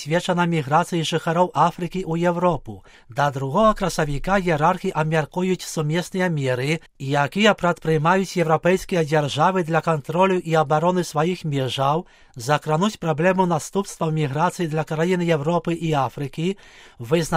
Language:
Belarusian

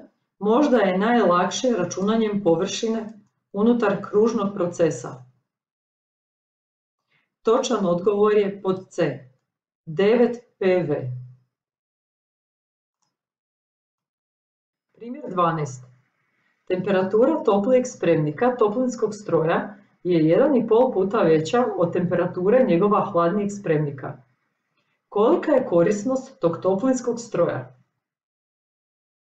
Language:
Croatian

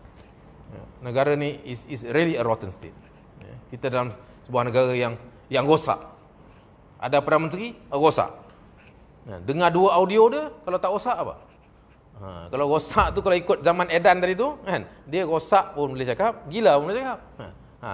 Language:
Malay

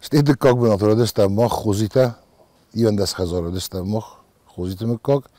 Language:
Ossetic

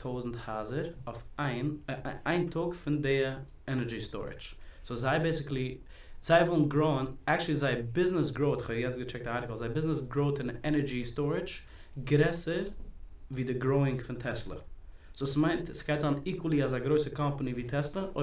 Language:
Yiddish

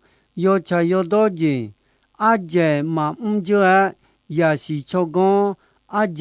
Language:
Akha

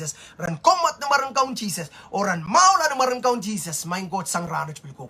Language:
Pohnpeian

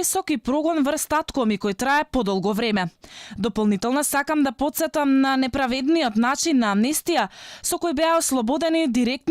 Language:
Macedonian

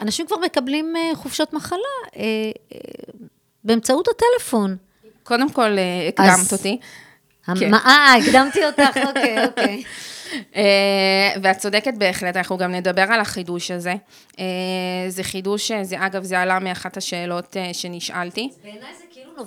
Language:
Hebrew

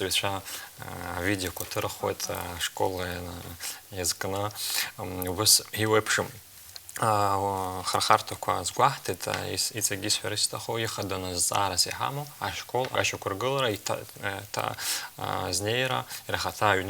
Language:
Abkhazian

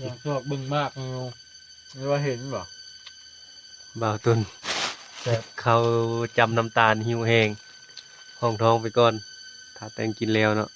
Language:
Northeastern Thai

